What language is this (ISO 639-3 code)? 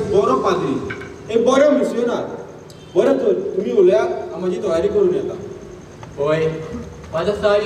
kok